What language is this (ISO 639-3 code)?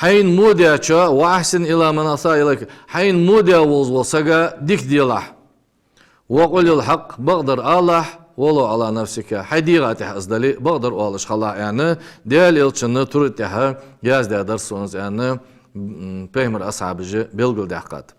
inh